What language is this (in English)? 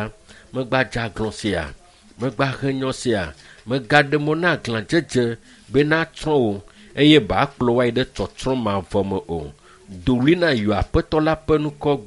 Ewe